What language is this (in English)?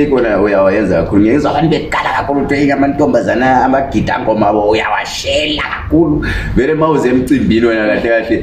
Zulu